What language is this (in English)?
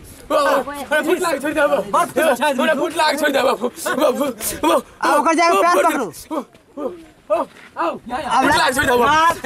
Maithili